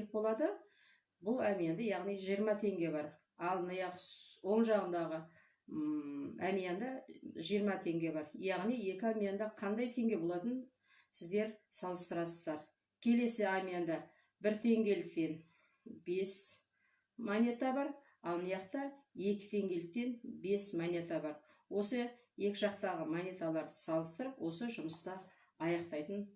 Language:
Kazakh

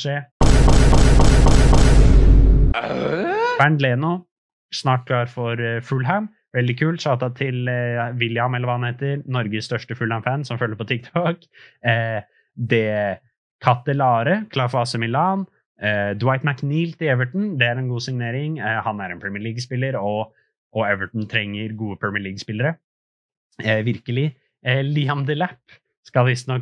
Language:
Norwegian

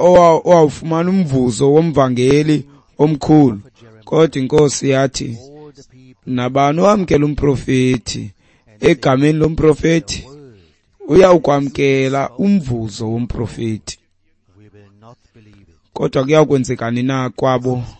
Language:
Xhosa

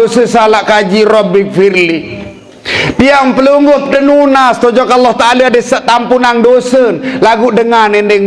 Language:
Sasak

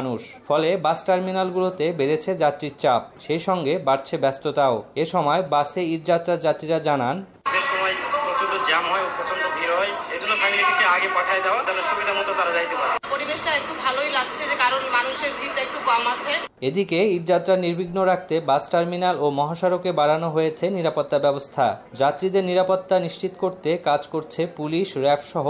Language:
Bangla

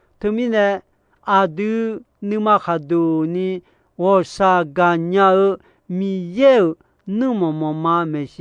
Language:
Akha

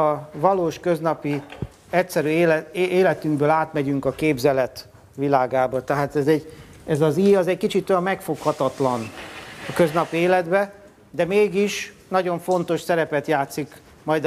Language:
Hungarian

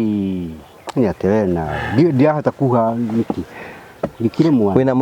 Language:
Kikuyu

